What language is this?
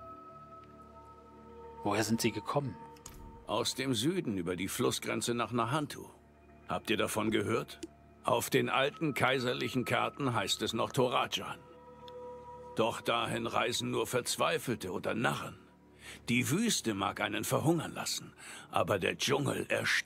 German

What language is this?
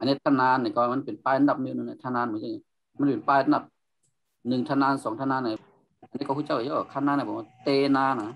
Shan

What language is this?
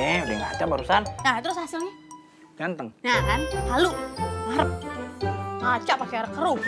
Betawi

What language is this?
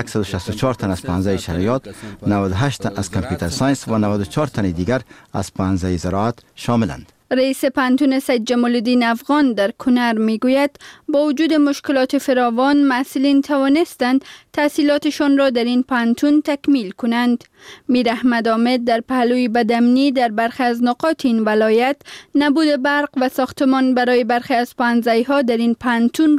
Persian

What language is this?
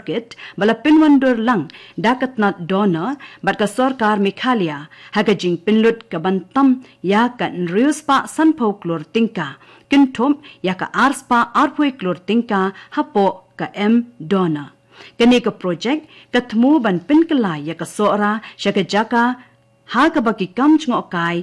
Khasi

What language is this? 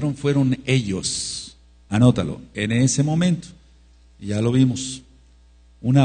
Spanish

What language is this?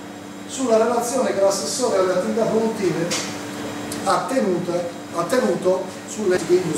Italian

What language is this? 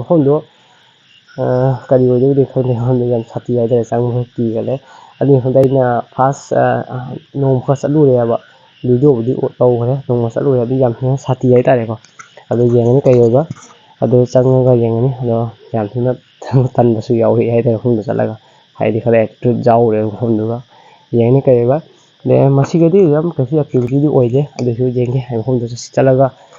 Manipuri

